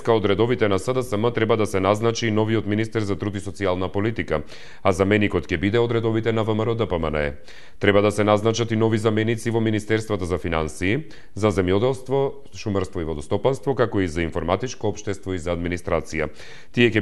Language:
Macedonian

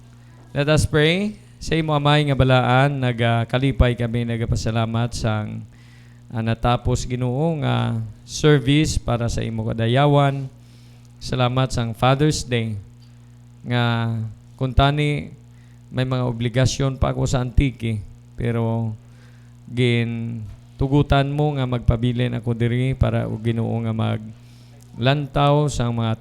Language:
Hiligaynon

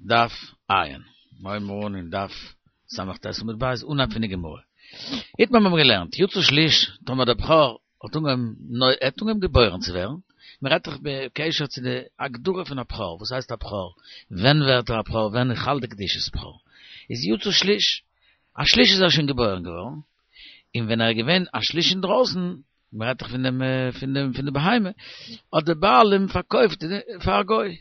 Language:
Yiddish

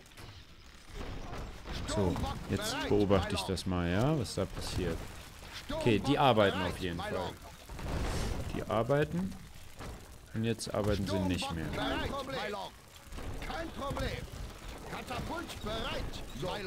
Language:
German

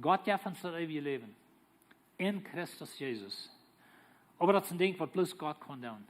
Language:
Plautdietsch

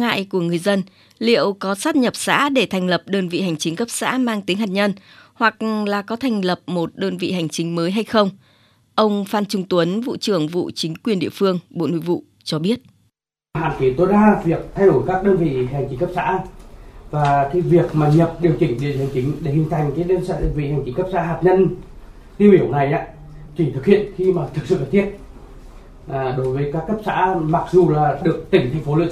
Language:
Vietnamese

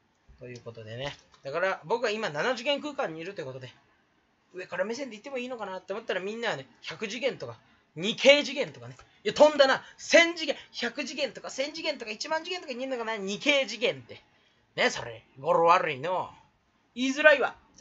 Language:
Japanese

